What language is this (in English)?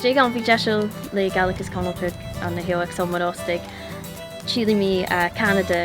Scottish Gaelic